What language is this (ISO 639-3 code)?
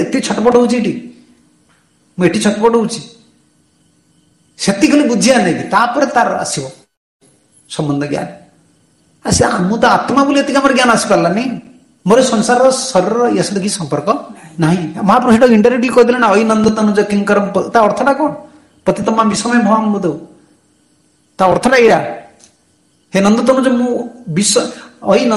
ori